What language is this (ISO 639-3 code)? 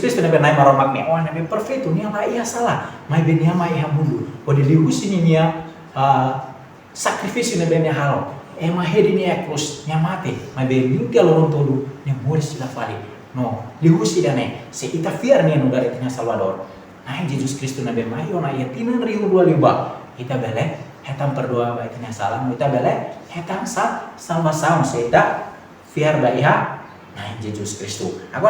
tet